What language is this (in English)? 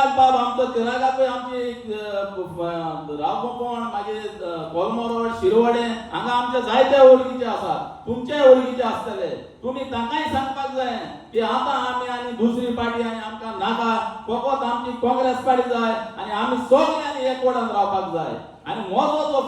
Konkani